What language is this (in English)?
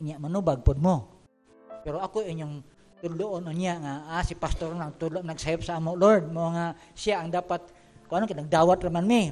Cebuano